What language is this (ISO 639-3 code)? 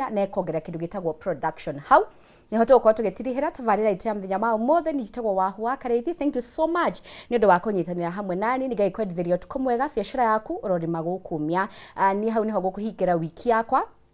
kik